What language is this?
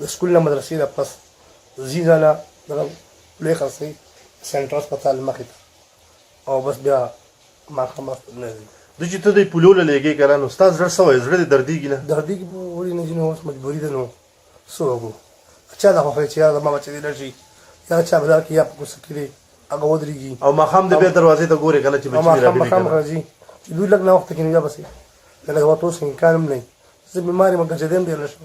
Pashto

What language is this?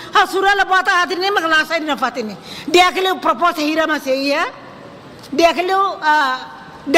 Tetum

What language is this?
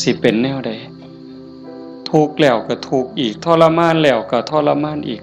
Northeastern Thai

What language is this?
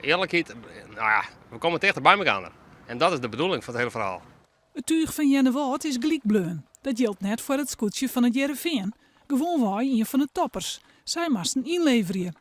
Western Frisian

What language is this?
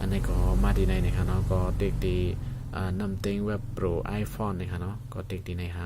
Shan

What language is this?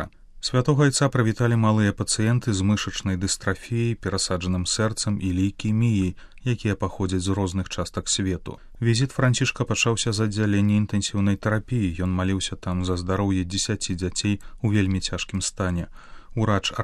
Belarusian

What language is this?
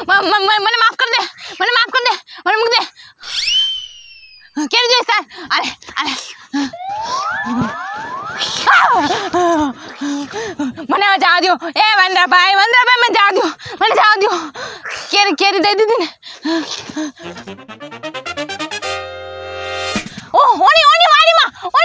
Gujarati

